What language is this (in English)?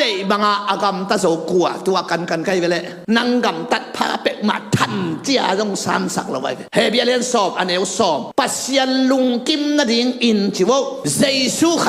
Tedim Chin